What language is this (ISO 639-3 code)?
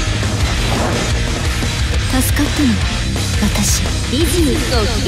jpn